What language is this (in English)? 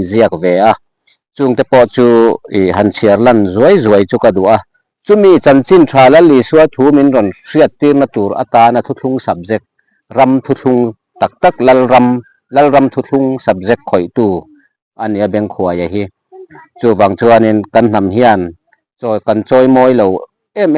Mizo